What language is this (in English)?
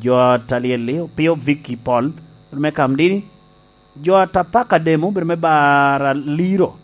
Lango (Uganda)